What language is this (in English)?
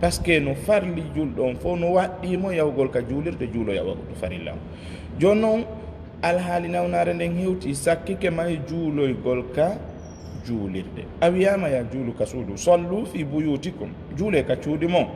Fula